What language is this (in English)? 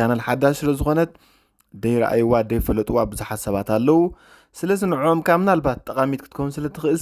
Tigrinya